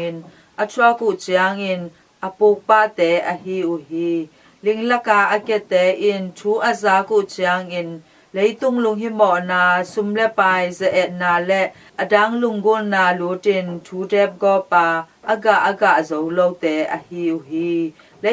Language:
Tedim Chin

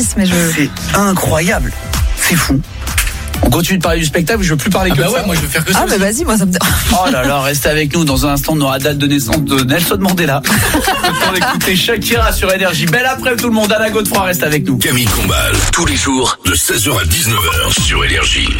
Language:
French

